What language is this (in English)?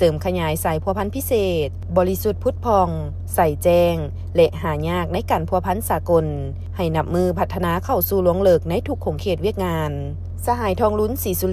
Lao